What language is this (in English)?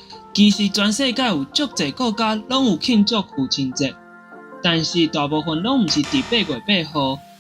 Min Nan Chinese